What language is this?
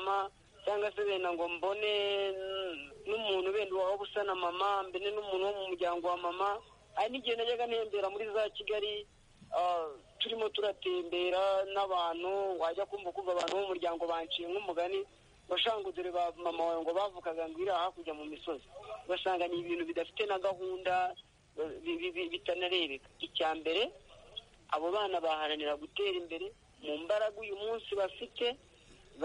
Kinyarwanda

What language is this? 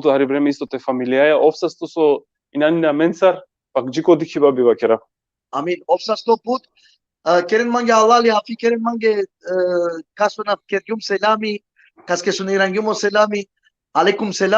Balkan Romani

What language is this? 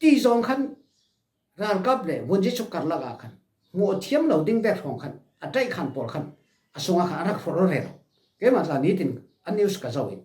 Falam Chin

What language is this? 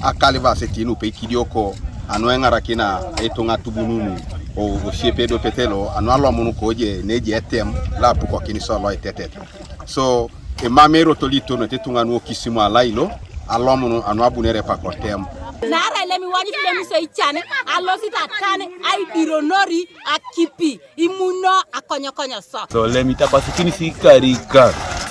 Teso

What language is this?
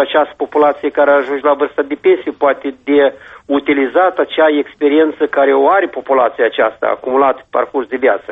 Romanian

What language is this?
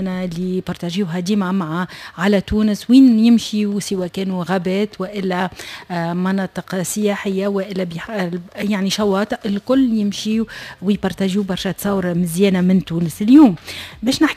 Tunisian Arabic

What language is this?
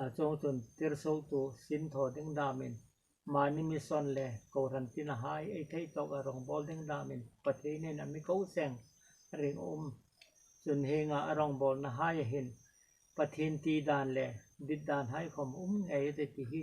Hmar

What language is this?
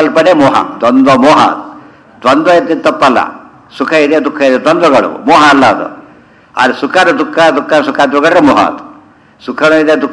Kannada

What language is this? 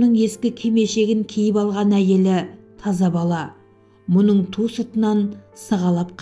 Kazakh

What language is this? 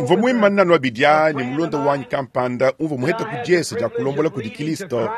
Luba-Lulua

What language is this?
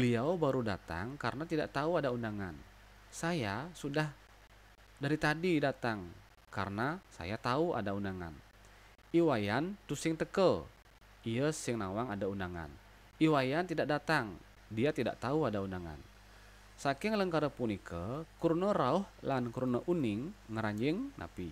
Balinese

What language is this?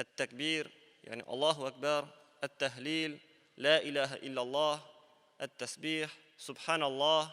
Tatar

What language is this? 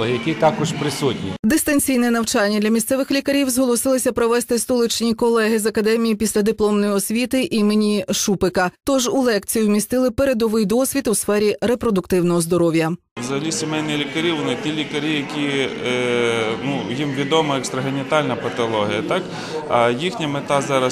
Ukrainian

